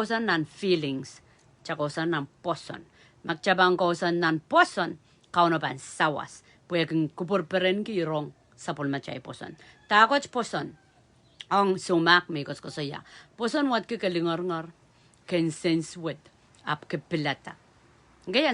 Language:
Pohnpeian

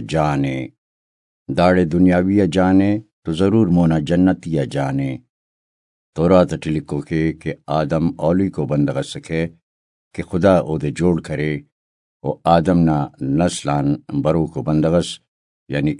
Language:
Brahui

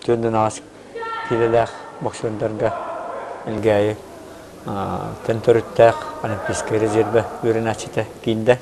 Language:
Yakut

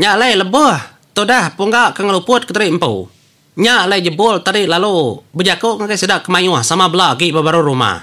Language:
Iban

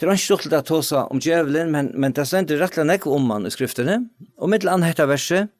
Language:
Faroese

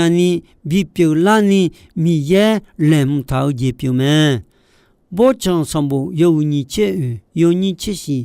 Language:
Akha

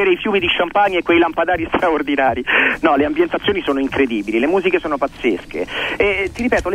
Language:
Italian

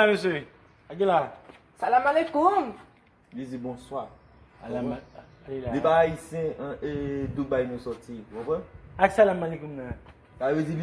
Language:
Haitian Creole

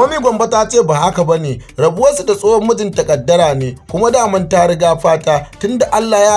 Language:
Hausa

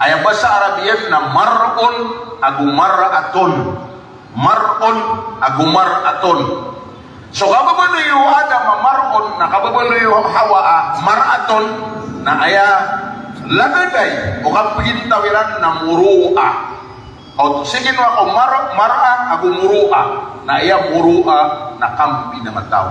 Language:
Maranao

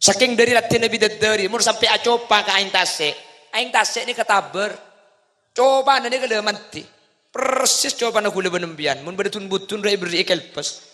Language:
Madurese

